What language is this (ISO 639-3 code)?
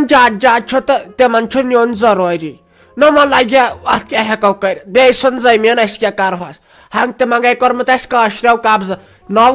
kas